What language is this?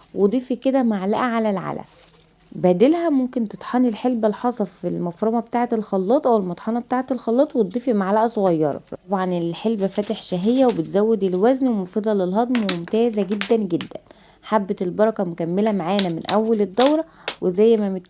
Egyptian Arabic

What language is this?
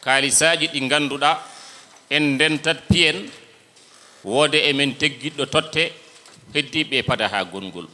Fula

